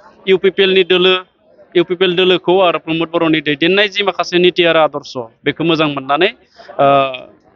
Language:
Bodo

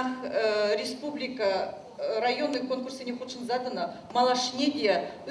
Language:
Chuvash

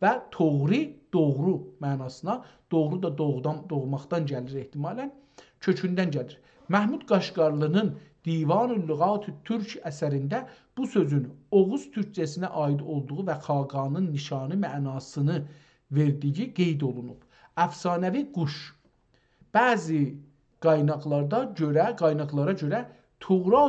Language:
South Azerbaijani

